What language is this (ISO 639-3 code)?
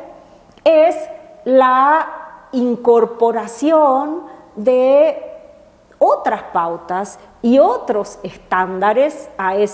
spa